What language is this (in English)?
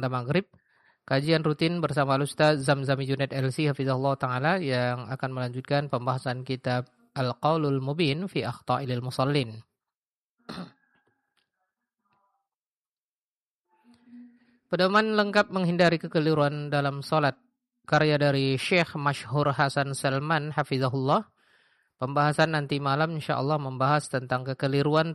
Indonesian